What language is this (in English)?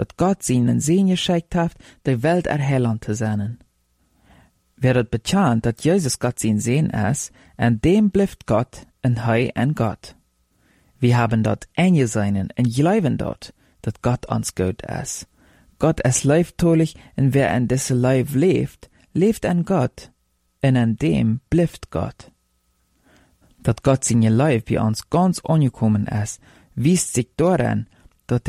Plautdietsch